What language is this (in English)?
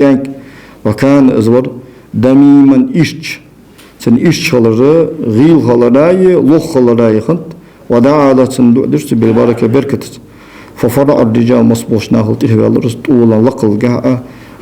Ingush